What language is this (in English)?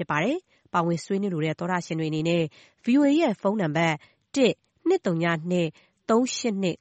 Burmese